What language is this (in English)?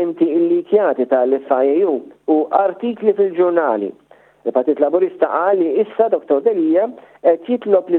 Maltese